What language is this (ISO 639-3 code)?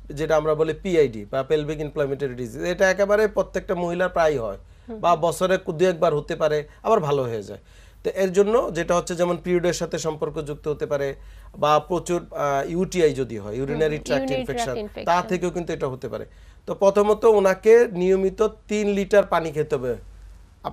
ben